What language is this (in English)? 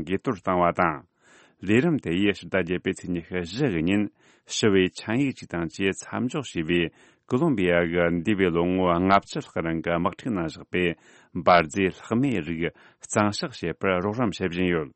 Tibetan